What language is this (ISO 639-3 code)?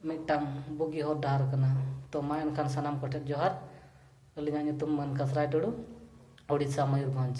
sat